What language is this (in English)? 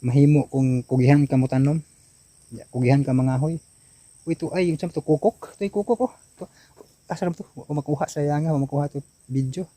Cebuano